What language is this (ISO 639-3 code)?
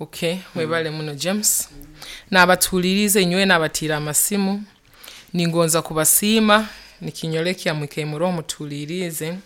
nyo